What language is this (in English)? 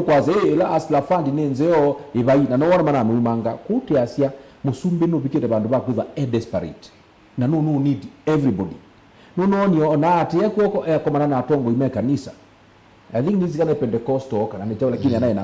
Kamba